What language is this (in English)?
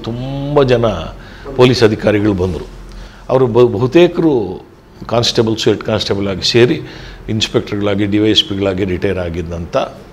Kannada